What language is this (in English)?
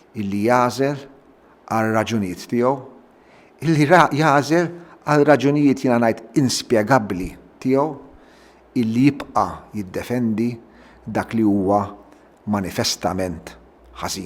Maltese